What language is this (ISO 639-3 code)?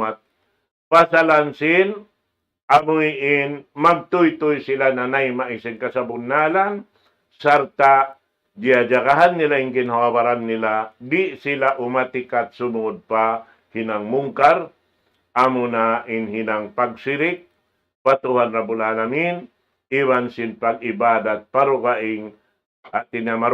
tsg